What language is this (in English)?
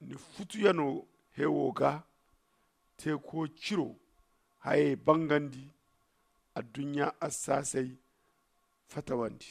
Zarma